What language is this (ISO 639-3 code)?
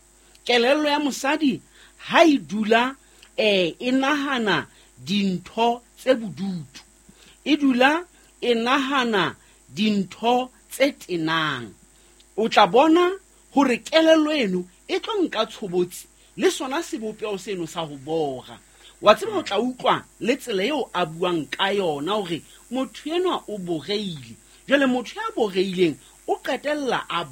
sot